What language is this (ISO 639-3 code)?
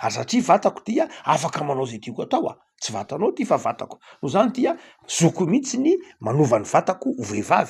mlg